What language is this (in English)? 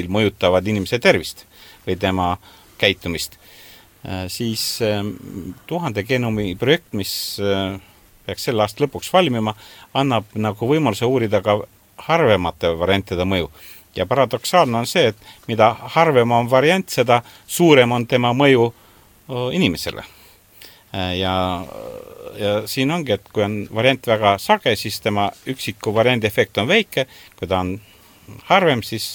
Estonian